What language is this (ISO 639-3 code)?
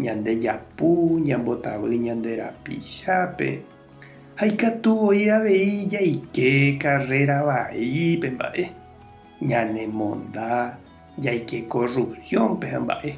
grn